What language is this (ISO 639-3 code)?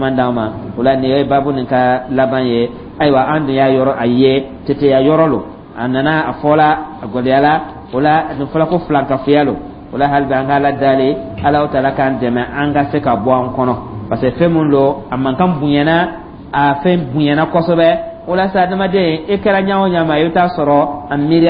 dyu